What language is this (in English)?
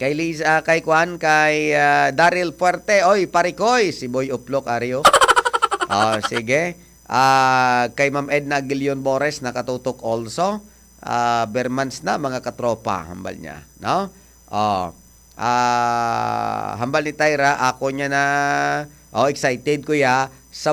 Hiligaynon